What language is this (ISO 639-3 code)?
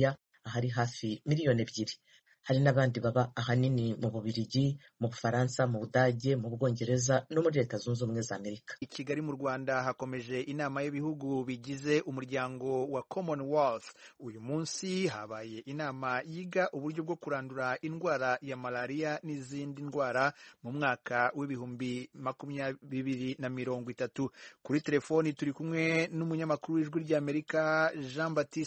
kin